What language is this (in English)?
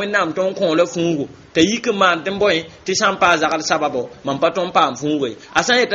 Mossi